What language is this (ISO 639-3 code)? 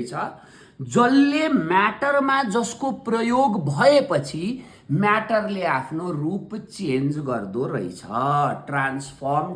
nep